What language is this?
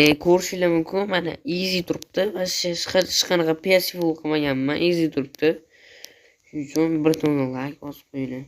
Uzbek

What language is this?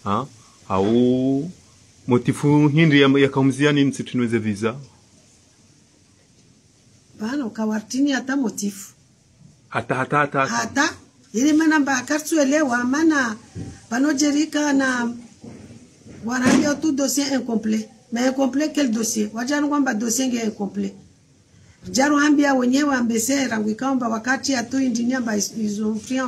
Swahili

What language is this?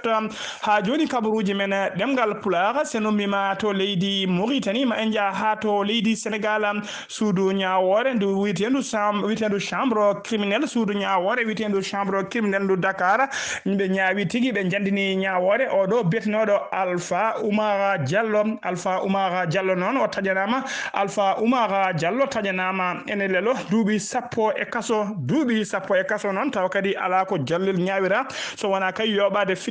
Fula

